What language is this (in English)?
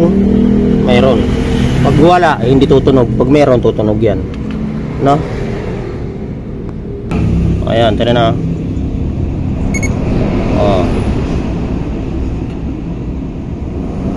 Filipino